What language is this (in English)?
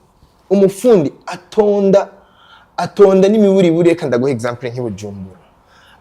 Rundi